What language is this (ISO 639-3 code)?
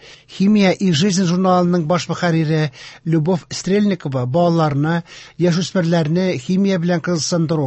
tat